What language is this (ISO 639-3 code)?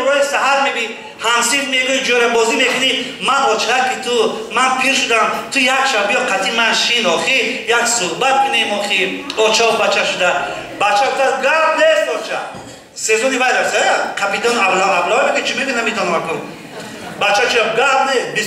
tgk